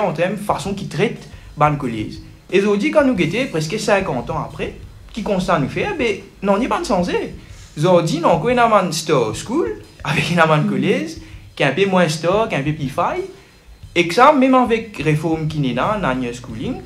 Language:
Morisyen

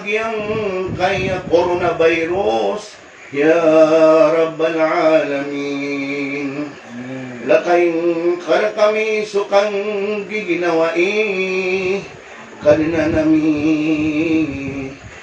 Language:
Maranao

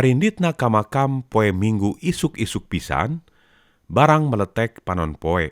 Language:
Sundanese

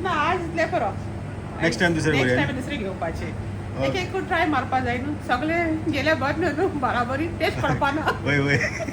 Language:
Konkani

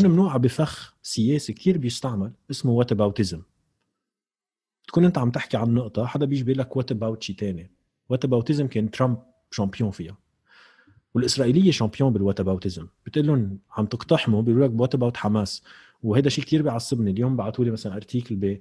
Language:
North Levantine Arabic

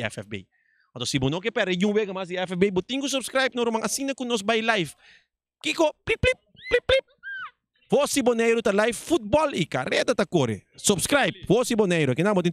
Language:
Papiamento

